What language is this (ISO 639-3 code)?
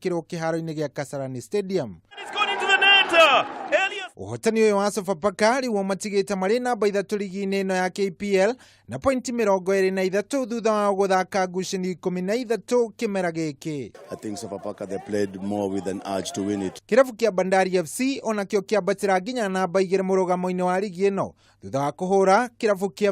kik